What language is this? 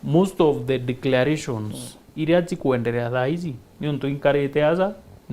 Meru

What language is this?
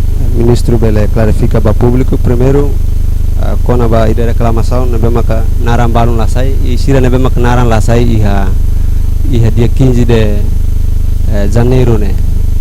Tetum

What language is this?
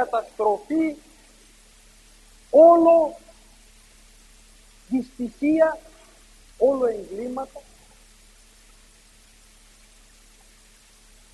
Greek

